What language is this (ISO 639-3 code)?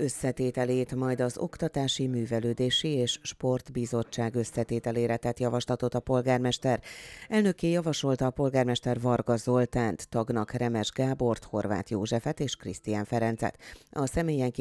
hun